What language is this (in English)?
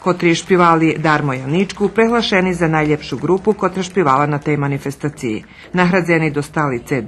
Rusyn